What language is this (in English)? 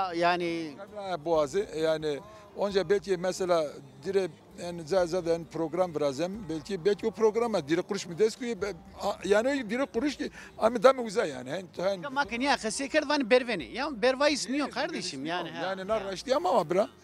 Zaza